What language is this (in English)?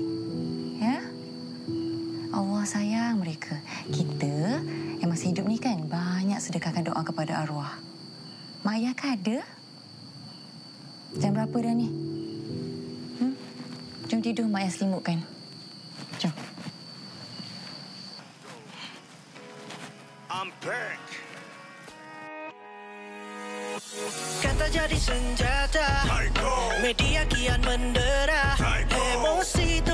Malay